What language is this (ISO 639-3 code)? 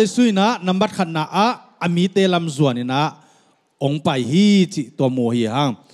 ctd